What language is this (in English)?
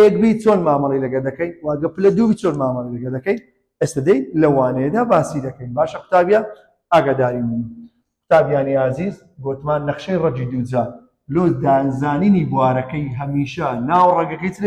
Central Kurdish